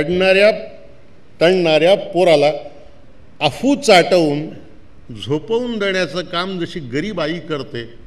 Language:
Marathi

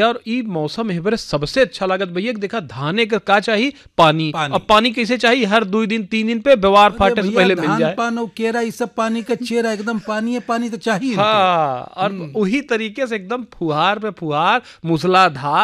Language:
Bhojpuri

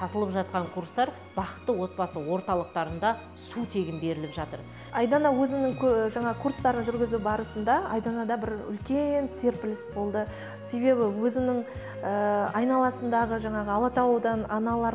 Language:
Kazakh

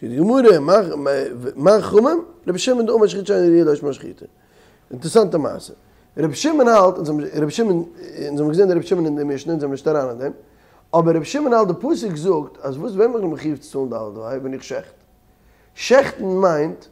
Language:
Yiddish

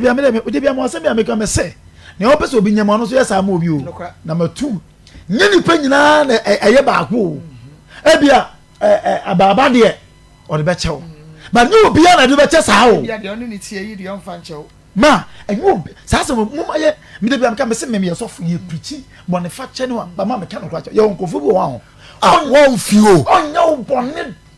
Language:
Akan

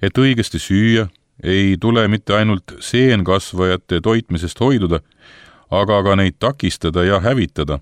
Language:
Estonian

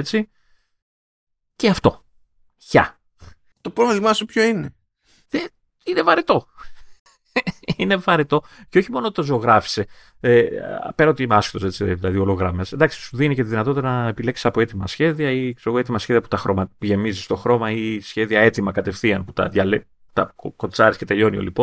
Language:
Greek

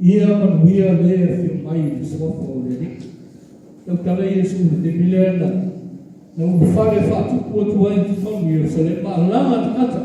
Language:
Samoan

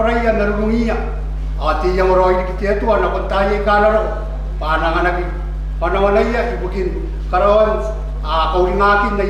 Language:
Gilbertese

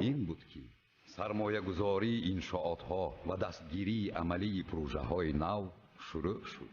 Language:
Tajik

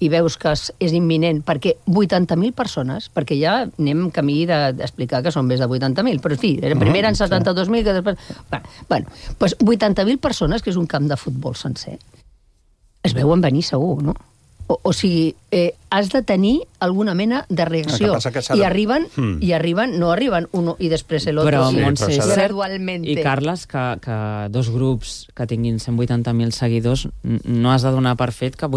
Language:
Catalan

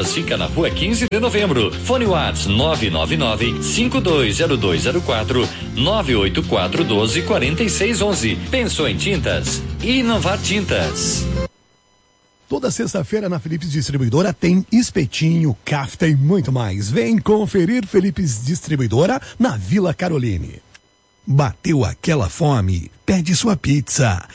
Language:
Portuguese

